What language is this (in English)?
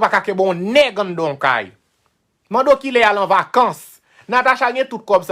Haitian Creole